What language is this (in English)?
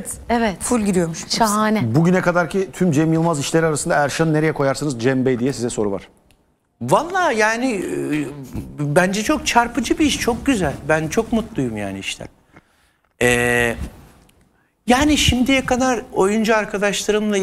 Turkish